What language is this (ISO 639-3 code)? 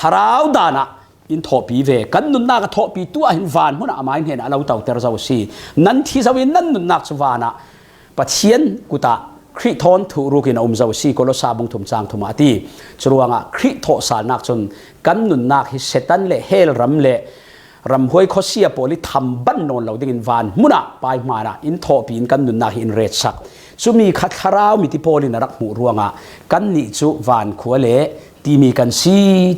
cfm